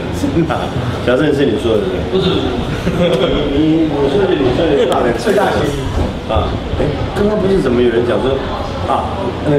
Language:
Chinese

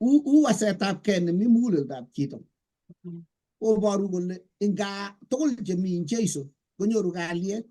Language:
Kalenjin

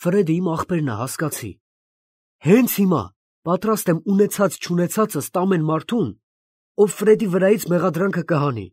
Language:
Armenian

